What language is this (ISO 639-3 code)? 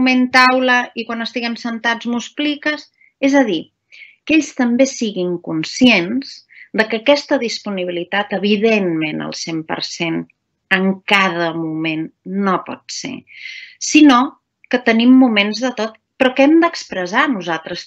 cat